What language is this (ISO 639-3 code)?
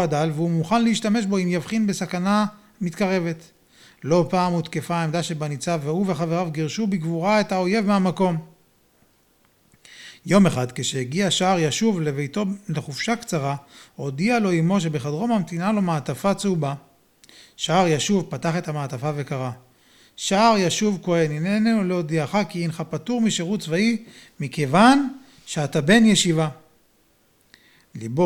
heb